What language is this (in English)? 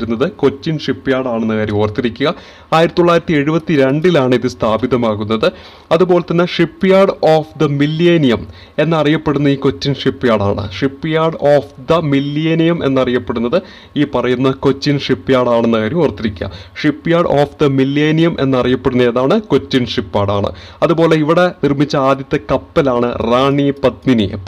Malayalam